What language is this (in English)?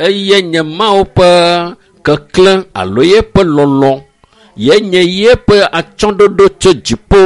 Ewe